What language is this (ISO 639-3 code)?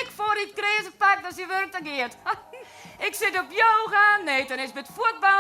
fry